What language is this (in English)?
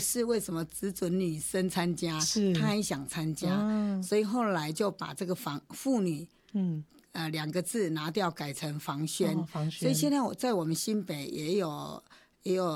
Chinese